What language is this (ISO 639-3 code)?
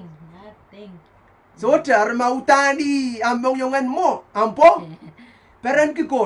pon